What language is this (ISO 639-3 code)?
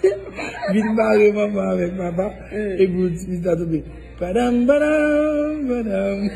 hat